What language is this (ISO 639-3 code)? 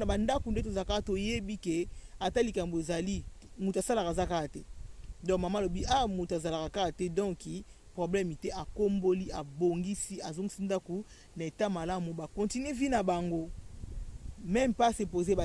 lin